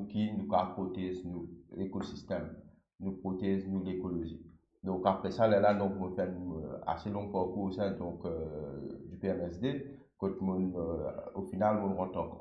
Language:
Morisyen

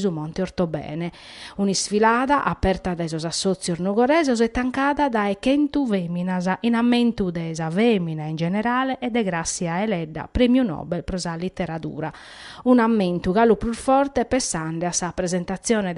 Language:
Sardinian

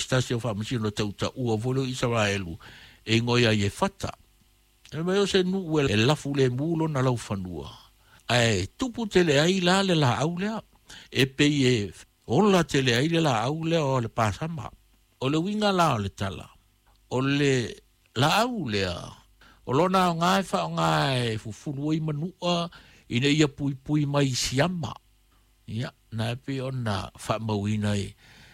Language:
Samoan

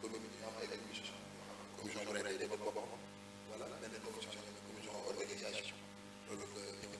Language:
Wolof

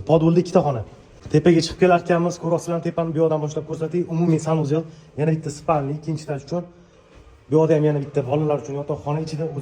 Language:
Uzbek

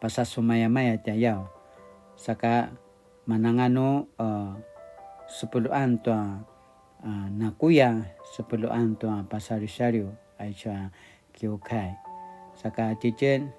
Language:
Paiwan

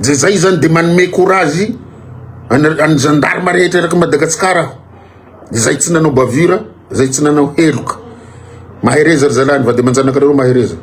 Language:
Malagasy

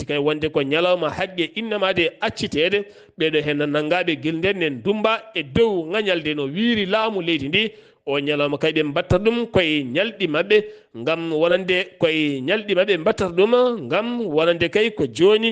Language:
Fula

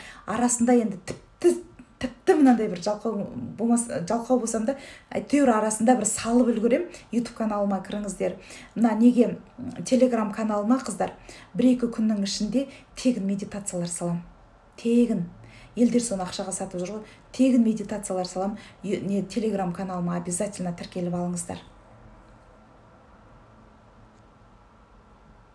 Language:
Kazakh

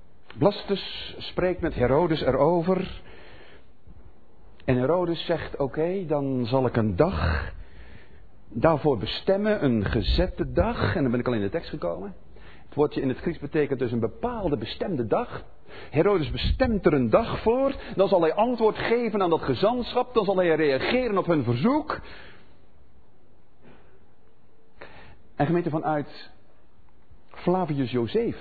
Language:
Dutch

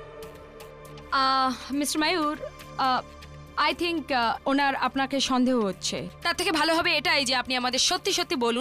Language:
Bangla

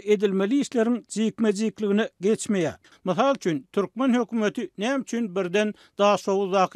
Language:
Turkmen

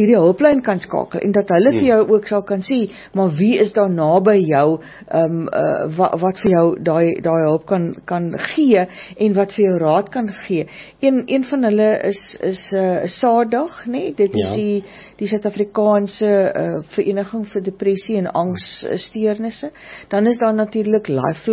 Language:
Afrikaans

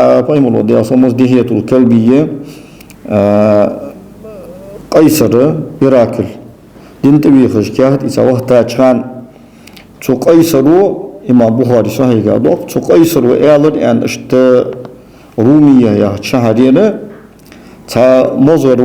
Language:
Ingush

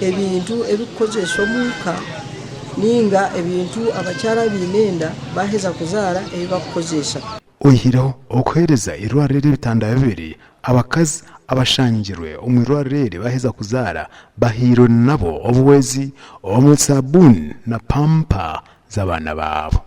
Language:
Nyankole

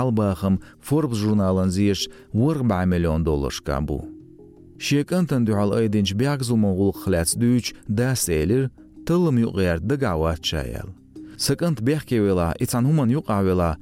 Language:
Chechen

